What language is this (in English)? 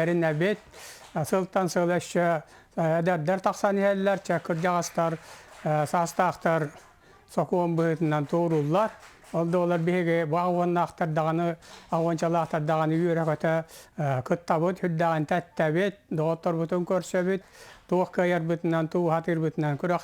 Yakut